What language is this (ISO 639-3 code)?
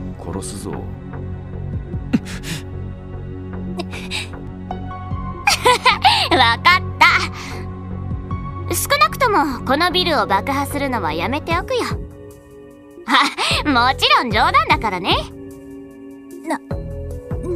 jpn